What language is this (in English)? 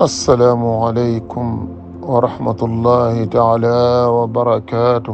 Fula